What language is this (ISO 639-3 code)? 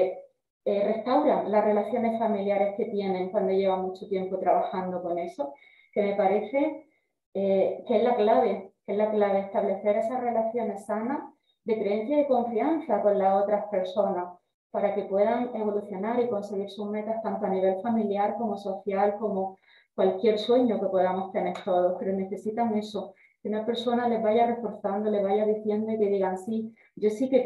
spa